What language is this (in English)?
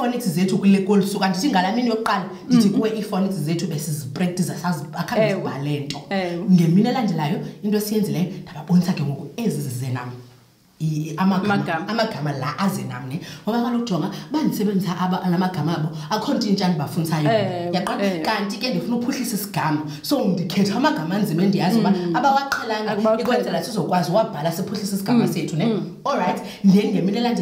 Xhosa